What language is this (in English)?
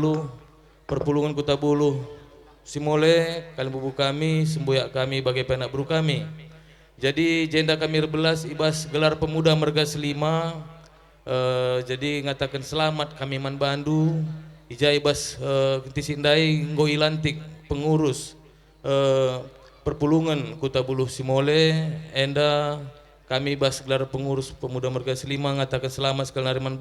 Batak Karo